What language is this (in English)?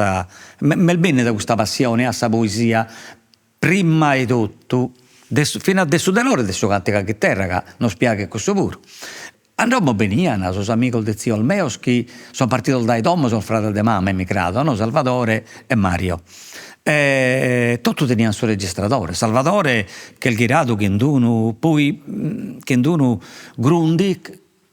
Sardinian